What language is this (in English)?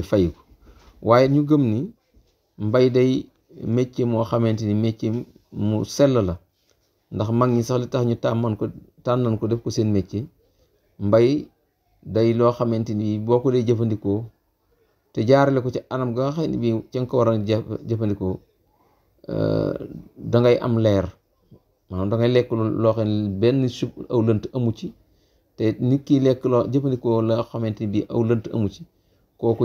Wolof